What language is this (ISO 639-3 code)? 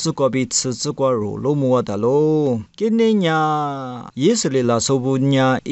lis